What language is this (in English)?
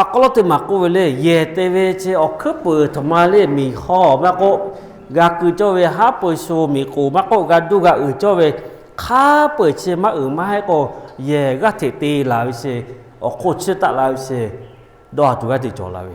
Lahu